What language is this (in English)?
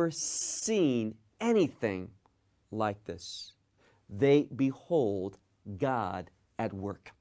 English